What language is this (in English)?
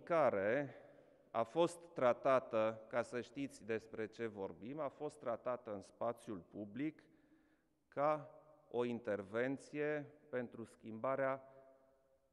Romanian